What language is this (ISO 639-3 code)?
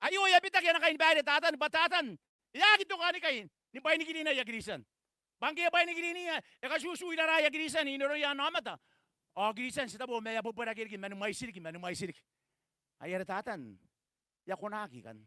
gil